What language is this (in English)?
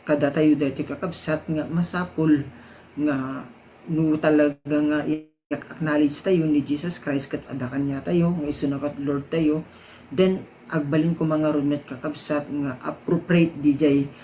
Iloko